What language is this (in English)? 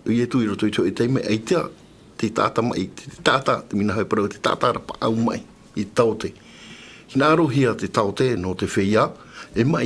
Tahitian